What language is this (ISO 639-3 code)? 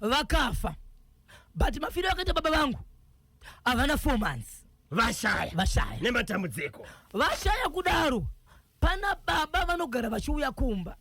sna